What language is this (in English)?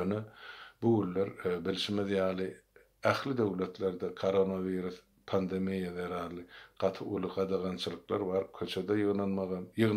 Turkmen